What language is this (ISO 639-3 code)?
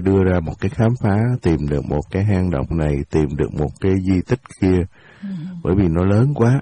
vie